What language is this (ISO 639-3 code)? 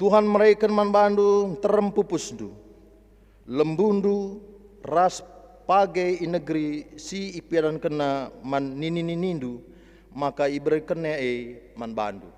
btx